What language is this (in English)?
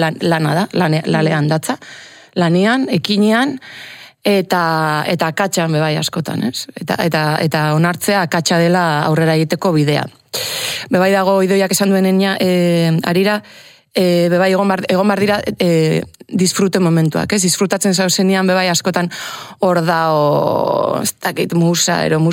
Basque